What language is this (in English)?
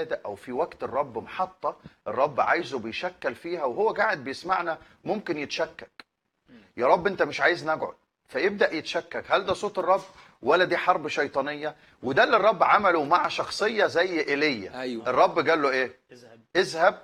Egyptian Arabic